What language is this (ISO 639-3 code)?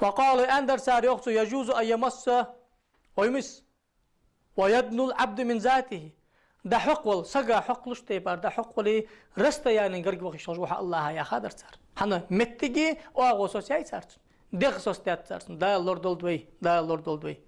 inh